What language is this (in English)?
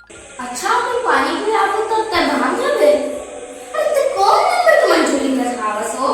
Chhattisgarhi